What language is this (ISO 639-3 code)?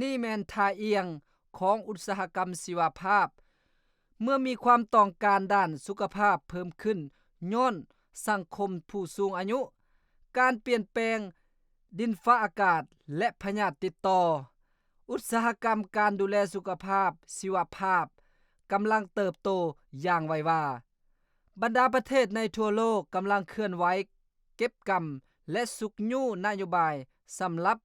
lao